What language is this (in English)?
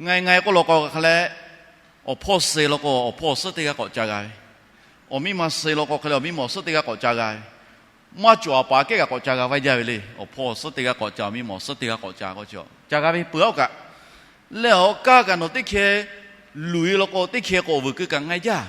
Lahu